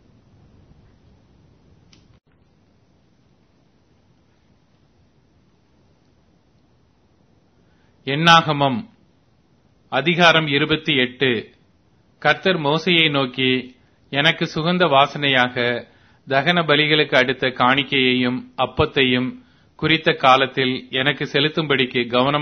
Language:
Tamil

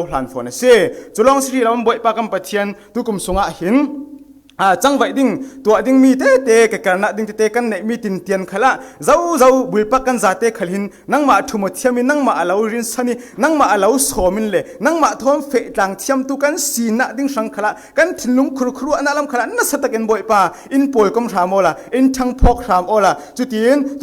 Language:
Falam Chin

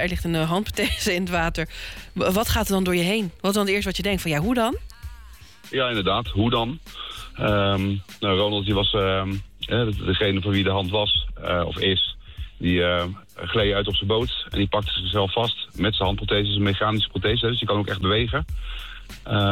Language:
Dutch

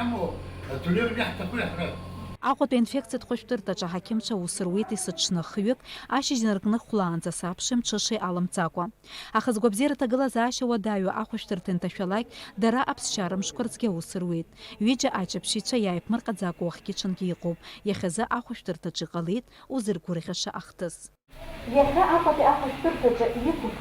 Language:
Abkhazian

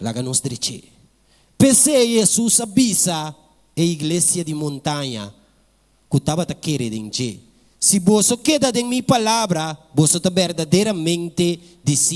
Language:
Papiamento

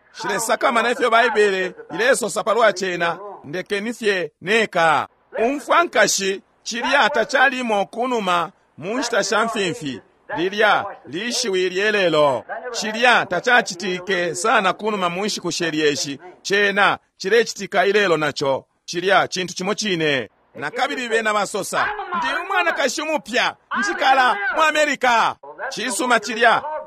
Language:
Bemba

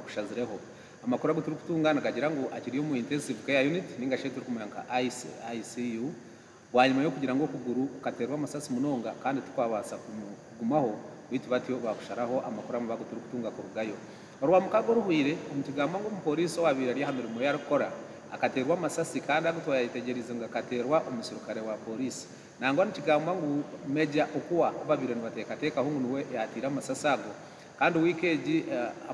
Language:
Kinyarwanda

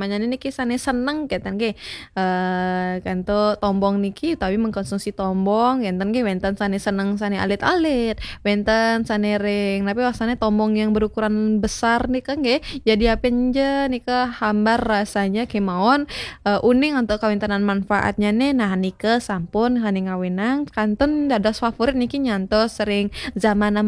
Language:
Balinese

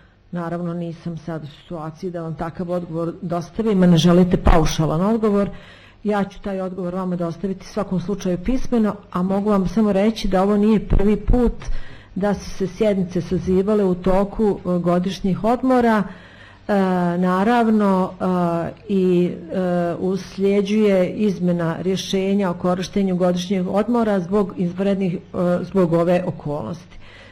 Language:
Bosnian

